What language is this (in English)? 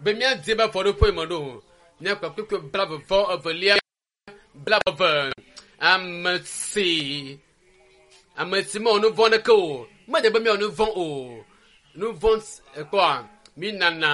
Ewe